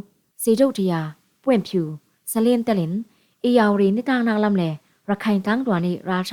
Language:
Falam Chin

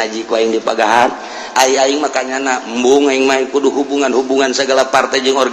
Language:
Sundanese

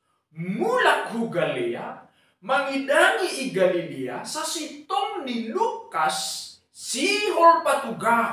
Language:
Batak Simalungun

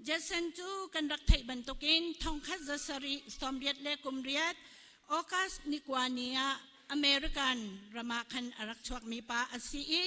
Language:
Hakha Chin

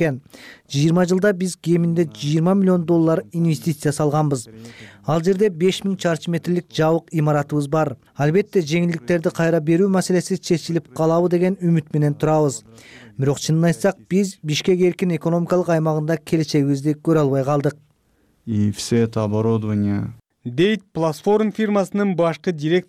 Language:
Kyrgyz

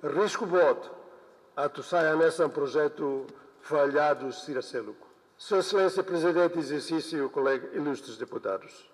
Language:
Tetum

